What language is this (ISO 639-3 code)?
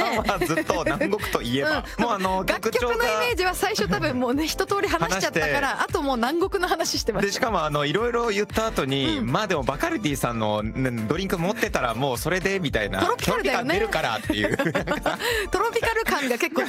jpn